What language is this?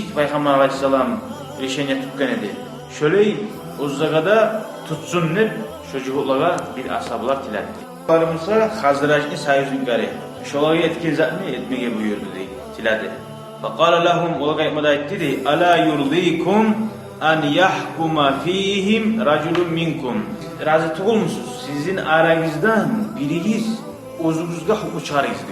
Kumyk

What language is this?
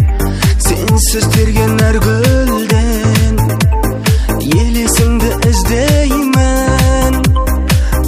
Kazakh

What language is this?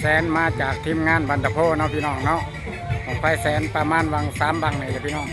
Northeastern Thai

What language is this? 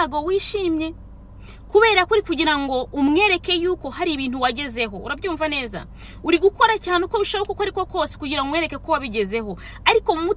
Kinyarwanda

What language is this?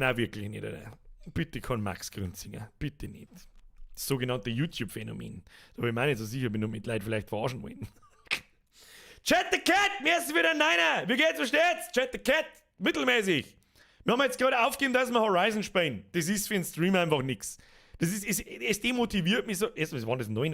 Bavarian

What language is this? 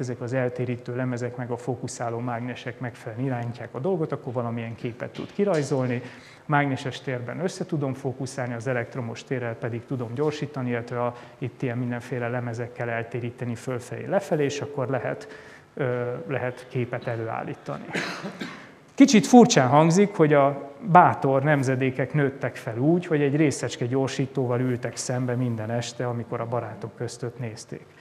Hungarian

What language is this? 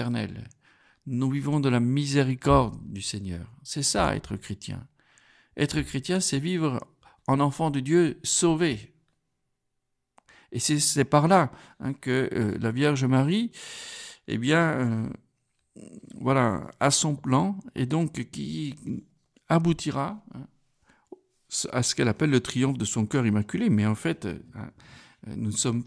French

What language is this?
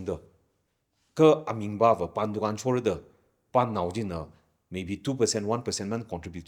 Tangkhul Naga (India)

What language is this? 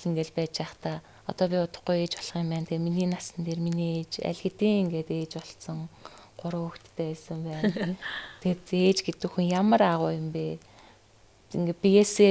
Mongolian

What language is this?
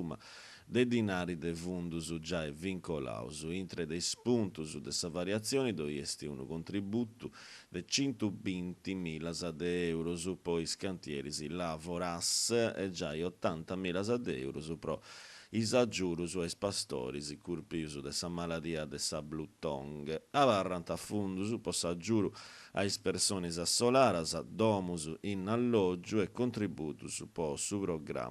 Sardinian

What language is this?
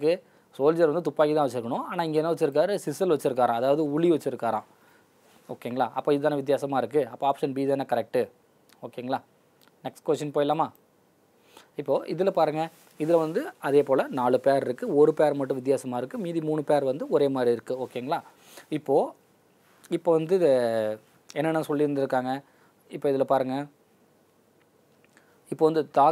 Tamil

